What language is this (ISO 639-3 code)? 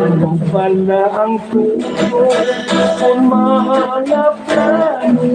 hil